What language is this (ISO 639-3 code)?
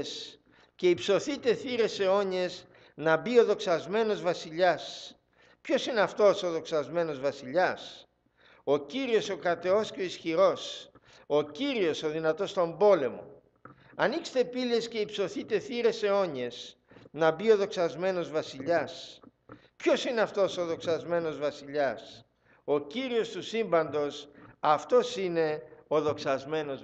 ell